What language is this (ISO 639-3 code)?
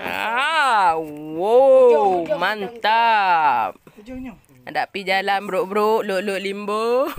ace